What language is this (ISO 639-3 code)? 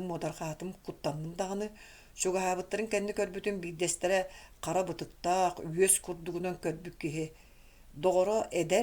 sah